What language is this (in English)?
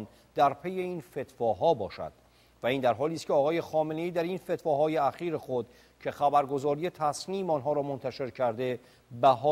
Persian